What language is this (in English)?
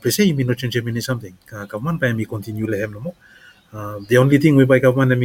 Bislama